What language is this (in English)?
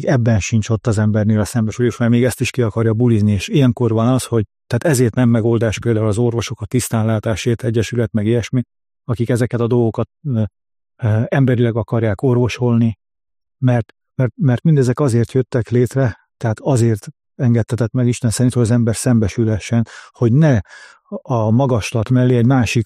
Hungarian